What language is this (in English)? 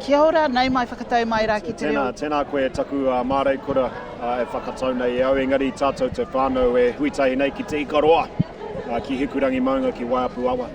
Māori